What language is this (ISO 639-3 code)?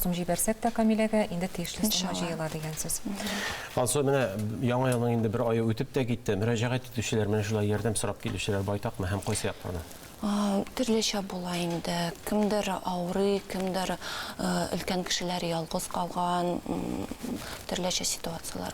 tat